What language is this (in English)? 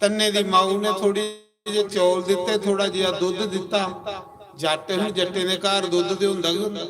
Dogri